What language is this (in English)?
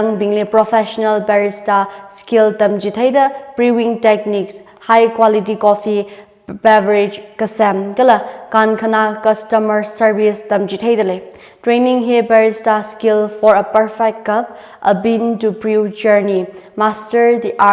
Tangkhul Naga (India)